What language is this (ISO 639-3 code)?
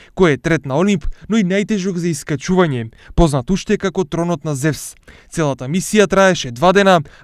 mkd